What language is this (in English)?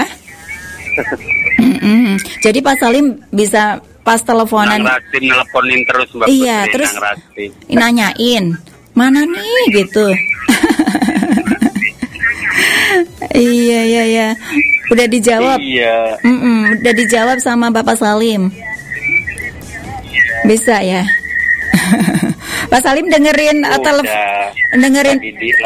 Indonesian